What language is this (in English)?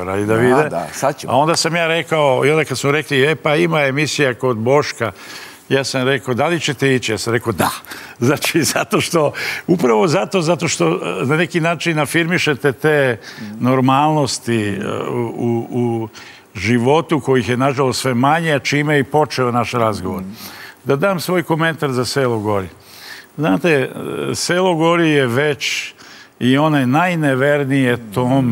Serbian